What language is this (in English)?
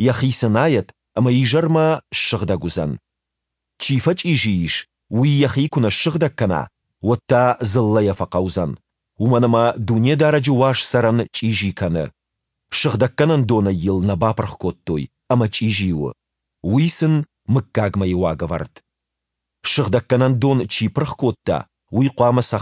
Ossetic